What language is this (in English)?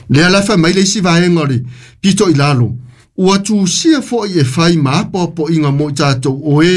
Samoan